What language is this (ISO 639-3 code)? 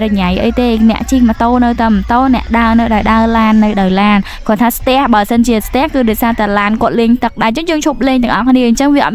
khm